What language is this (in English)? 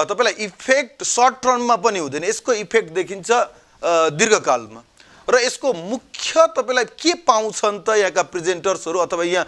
Nepali